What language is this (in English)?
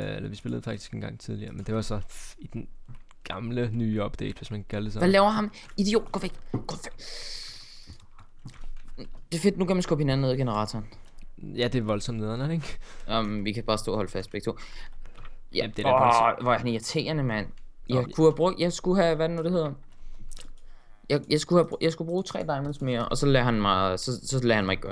Danish